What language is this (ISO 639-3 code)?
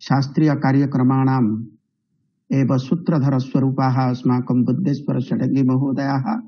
san